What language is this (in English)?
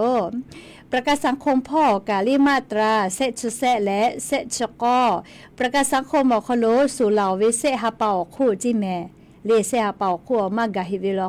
Lahu